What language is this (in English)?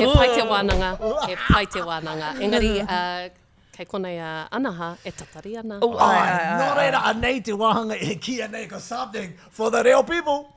Māori